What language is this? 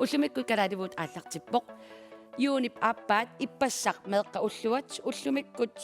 Kalaallisut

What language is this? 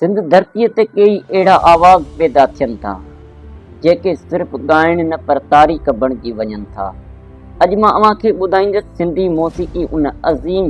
Sindhi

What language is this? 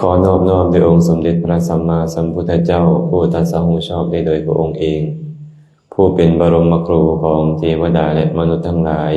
Lao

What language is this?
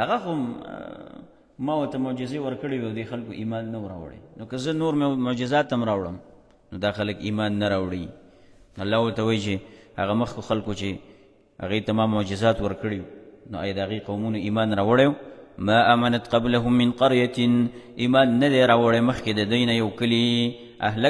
Pashto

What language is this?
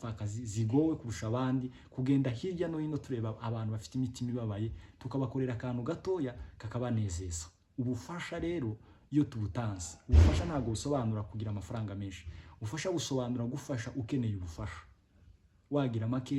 Kinyarwanda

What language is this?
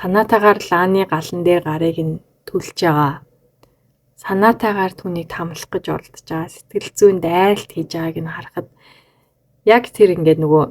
Mongolian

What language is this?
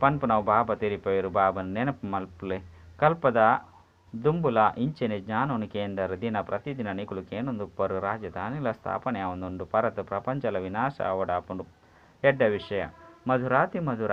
Tulu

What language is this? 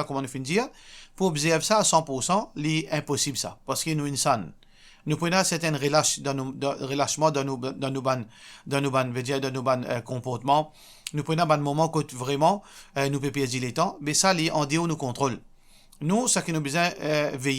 Morisyen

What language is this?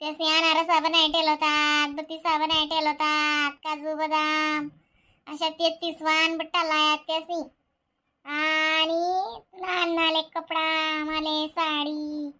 Khandesi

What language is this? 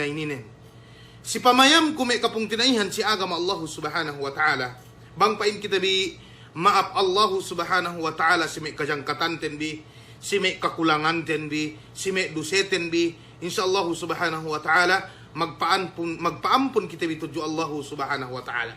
Yakan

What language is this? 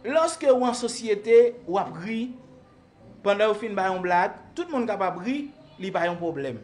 Haitian Creole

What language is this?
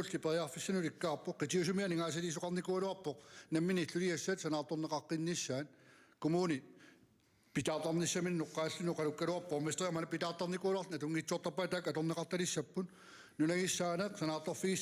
Kalaallisut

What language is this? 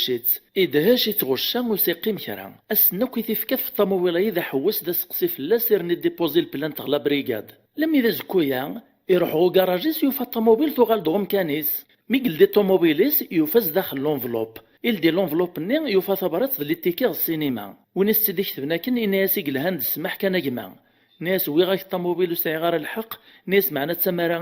Kabyle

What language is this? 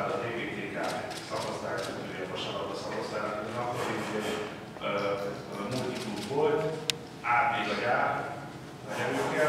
Hungarian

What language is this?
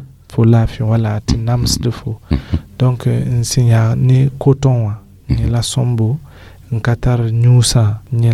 Mossi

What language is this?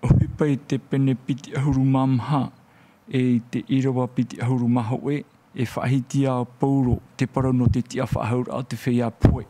Tahitian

